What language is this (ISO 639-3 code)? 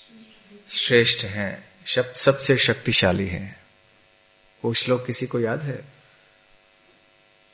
hin